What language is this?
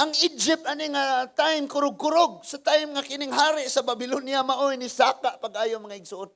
Cebuano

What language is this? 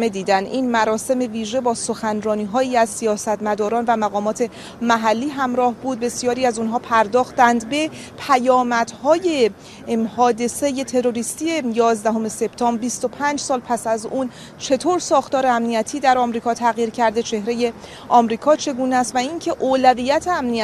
Persian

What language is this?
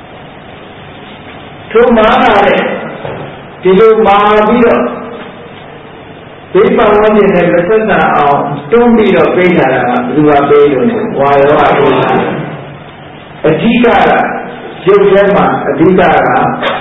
Burmese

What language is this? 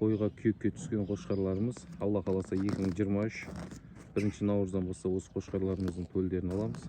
Kazakh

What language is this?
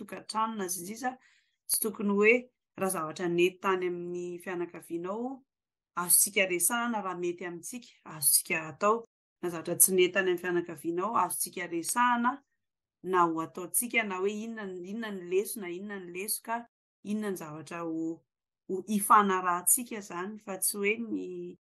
Malagasy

